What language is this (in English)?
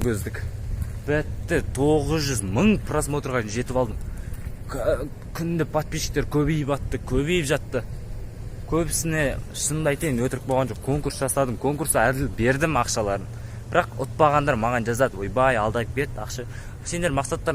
Kazakh